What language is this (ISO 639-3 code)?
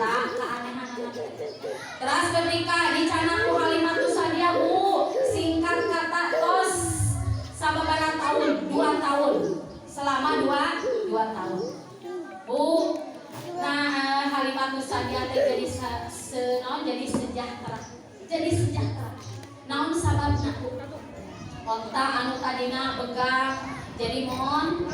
sun